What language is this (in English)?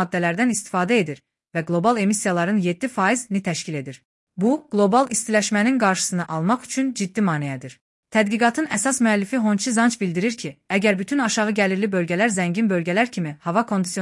Azerbaijani